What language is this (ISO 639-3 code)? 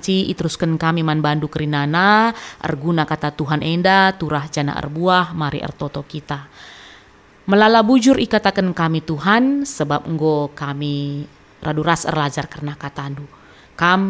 btx